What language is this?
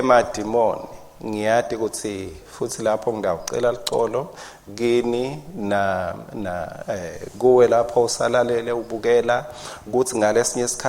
Swati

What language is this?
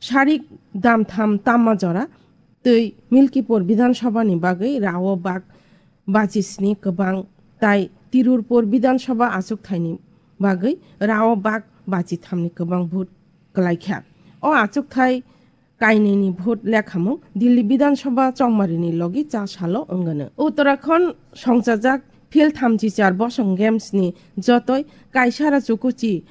Kok Borok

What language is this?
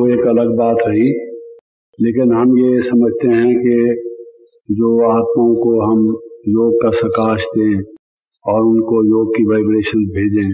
Hindi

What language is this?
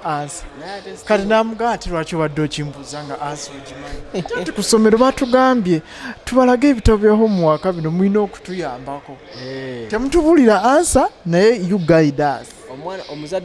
Ganda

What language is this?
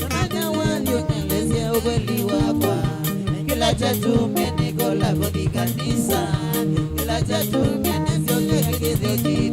Kamba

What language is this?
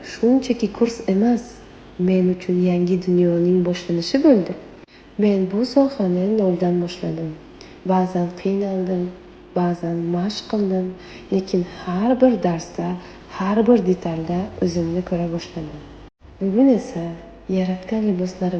Uzbek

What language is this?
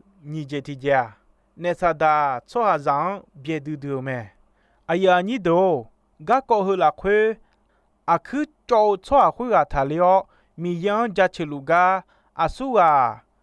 Akha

